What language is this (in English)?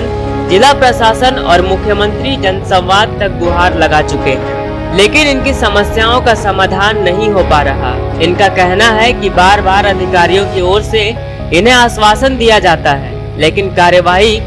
Hindi